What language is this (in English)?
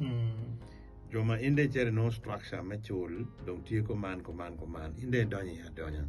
Acoli